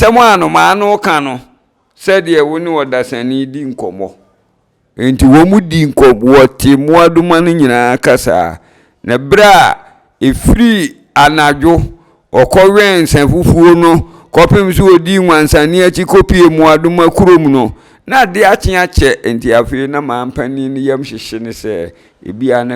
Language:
Akan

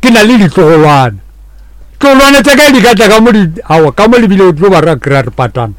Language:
Northern Sotho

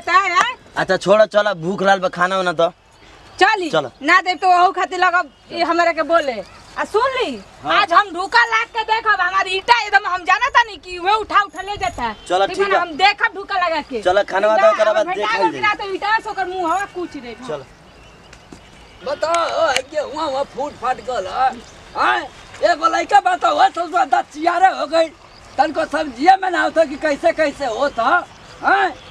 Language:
Bhojpuri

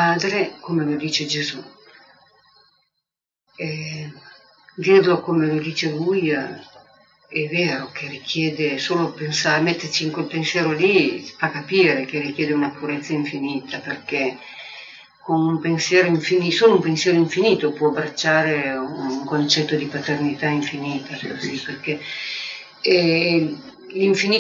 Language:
Italian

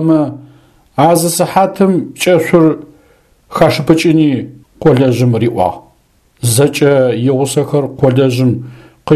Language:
Adyghe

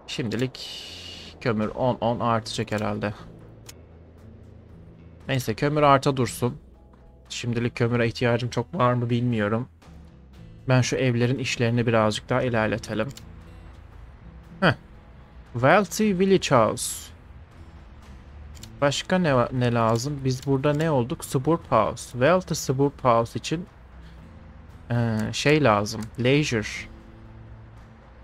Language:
Turkish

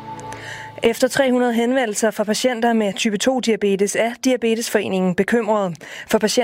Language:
Danish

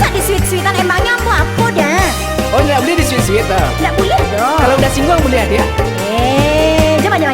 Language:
Minangkabau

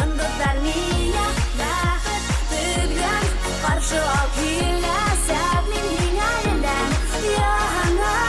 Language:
Bashkir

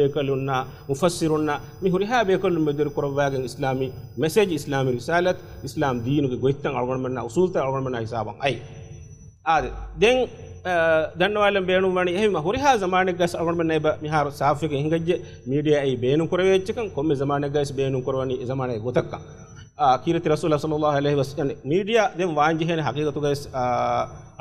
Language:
Divehi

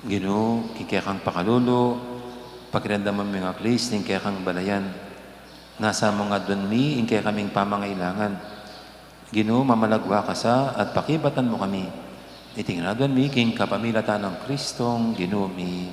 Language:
Pampanga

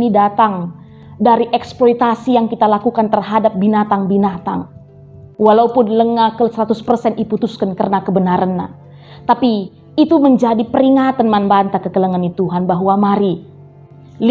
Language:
Batak Karo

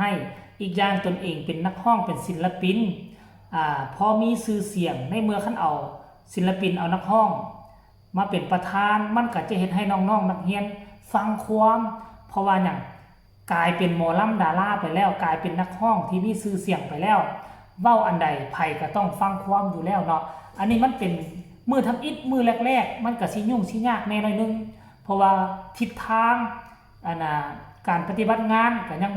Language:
Northeastern Thai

